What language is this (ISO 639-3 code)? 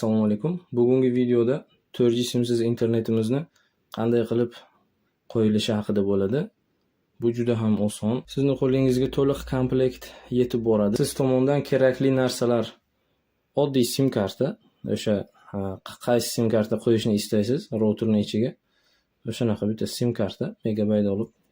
uzb